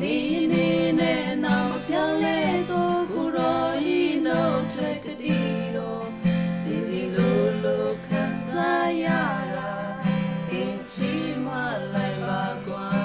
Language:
Western Kayah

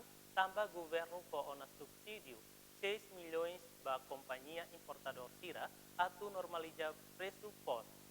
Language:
Tetum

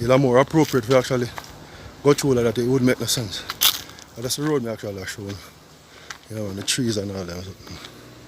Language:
Jamaican Creole English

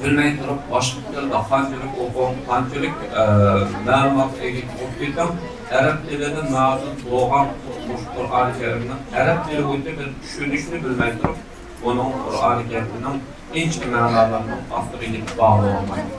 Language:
Uyghur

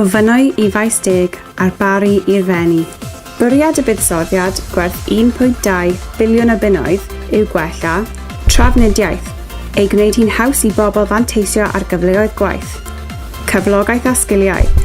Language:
Welsh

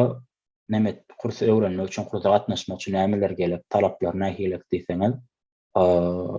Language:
Turkmen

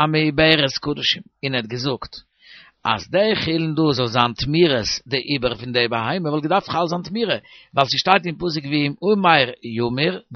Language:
Yiddish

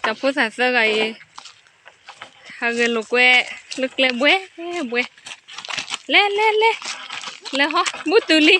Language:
S'gaw Karen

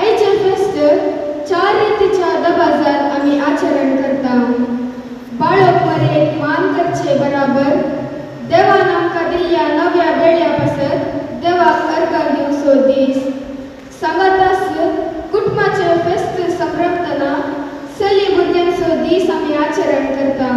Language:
Konkani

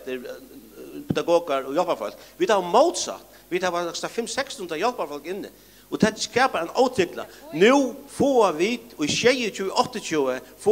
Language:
Faroese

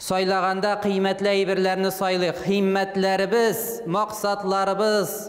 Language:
Tatar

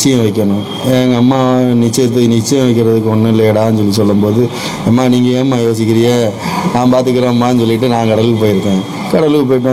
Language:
Tamil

